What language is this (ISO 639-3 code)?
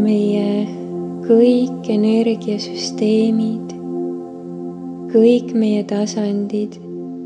est